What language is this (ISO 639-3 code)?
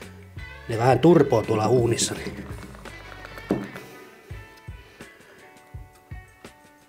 fin